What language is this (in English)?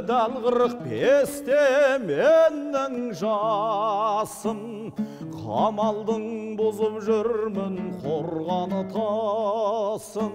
Kazakh